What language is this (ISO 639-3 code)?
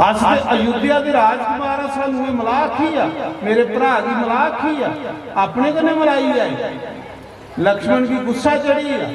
doi